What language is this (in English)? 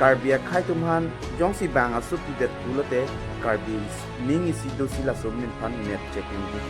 Karbi